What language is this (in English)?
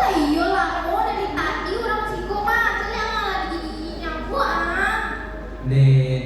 Minangkabau